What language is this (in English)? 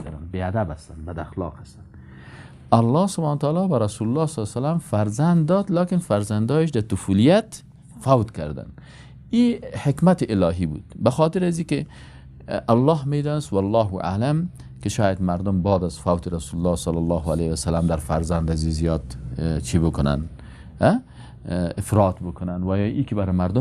Persian